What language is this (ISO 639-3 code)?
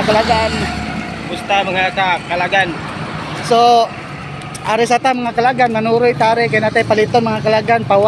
ceb